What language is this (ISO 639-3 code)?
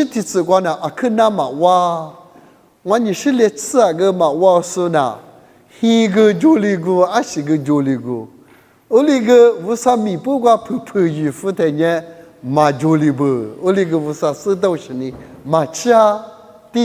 lis